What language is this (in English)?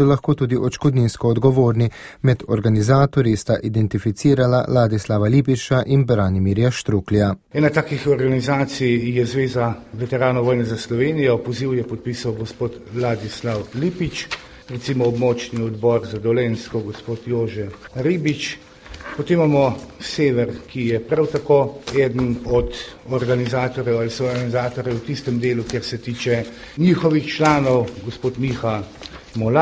Slovenian